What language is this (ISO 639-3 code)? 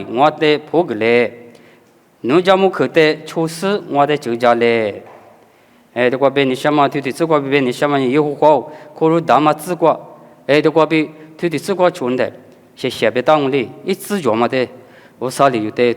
lis